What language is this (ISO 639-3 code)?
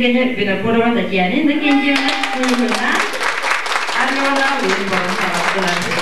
sah